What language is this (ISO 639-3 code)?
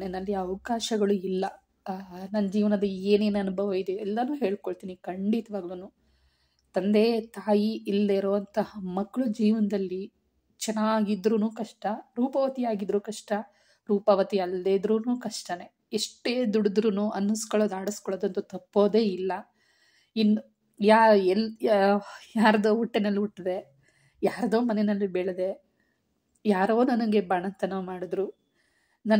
kan